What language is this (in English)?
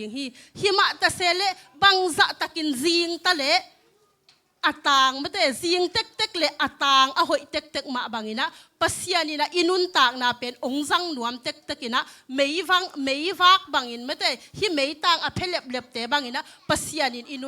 Tedim Chin